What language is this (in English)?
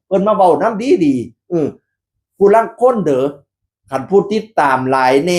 Northeastern Thai